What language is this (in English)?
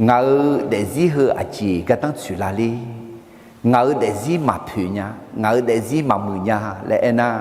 Akha